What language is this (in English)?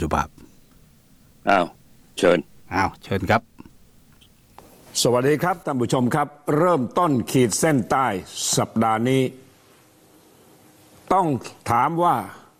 Thai